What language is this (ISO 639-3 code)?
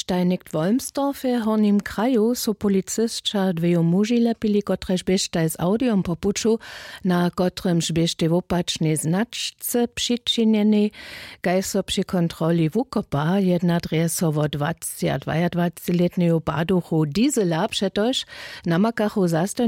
hsb